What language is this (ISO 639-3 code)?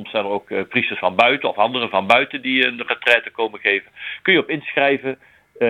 nld